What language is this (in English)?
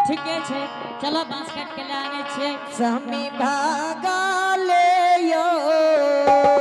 Angika